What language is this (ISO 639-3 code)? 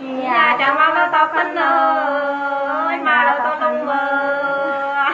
nut